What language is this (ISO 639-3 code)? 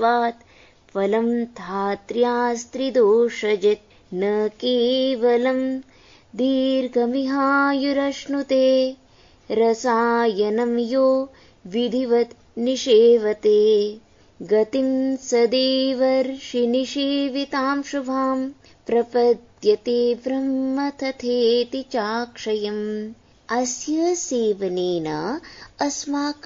san